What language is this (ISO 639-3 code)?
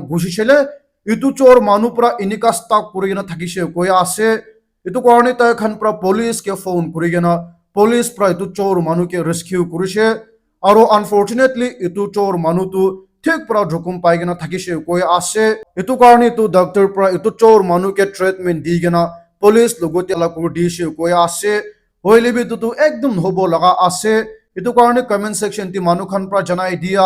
nag